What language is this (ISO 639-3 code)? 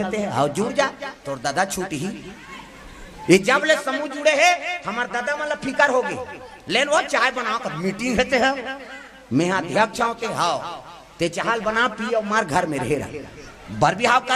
hne